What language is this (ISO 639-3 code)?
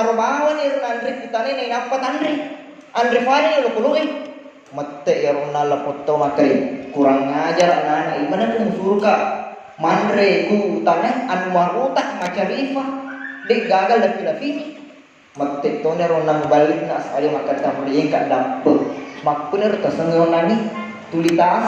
bug